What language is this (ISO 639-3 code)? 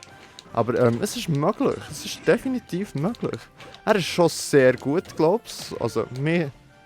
gsw